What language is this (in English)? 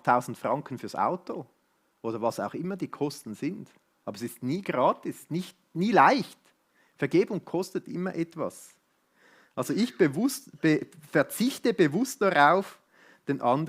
Swiss German